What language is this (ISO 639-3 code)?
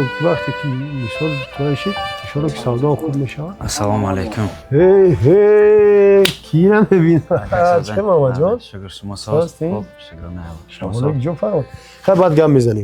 tgk